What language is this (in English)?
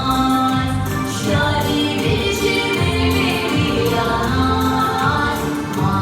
Chuvash